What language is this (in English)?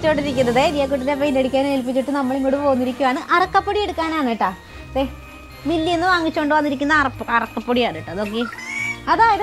Malayalam